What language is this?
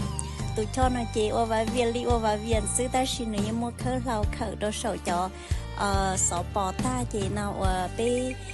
Hmong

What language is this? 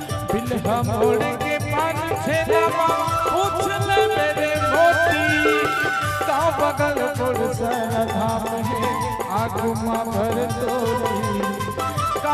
Chhattisgarhi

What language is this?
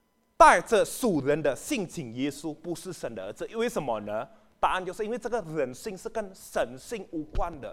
Chinese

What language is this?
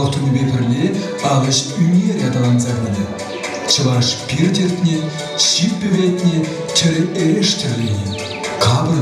Chuvash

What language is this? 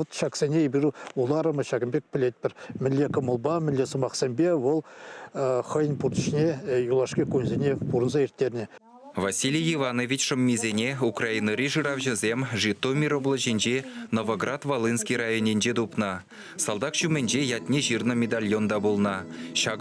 Chuvash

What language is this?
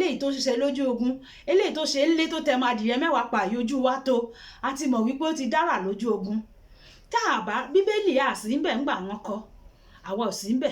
Yoruba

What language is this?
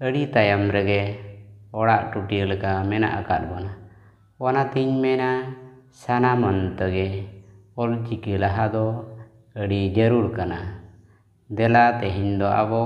Santali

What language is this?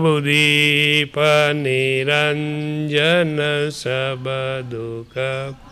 Gujarati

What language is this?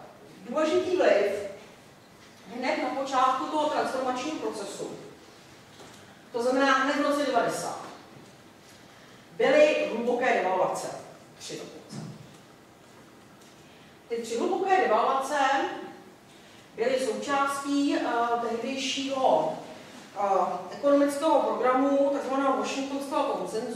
Czech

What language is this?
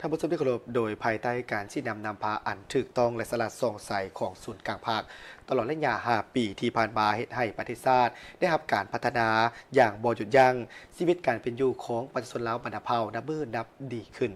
Lao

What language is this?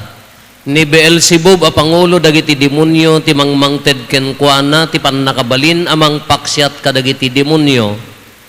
Iloko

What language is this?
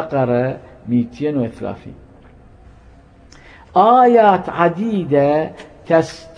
Arabic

